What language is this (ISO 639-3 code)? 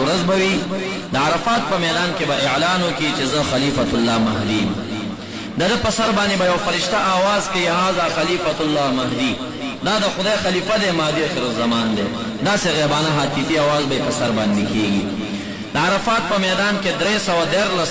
pus